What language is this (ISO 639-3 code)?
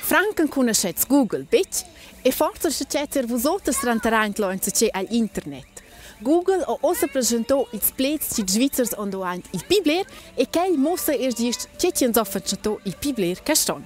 roh